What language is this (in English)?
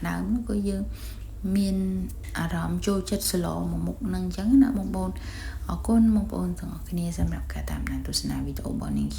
Khmer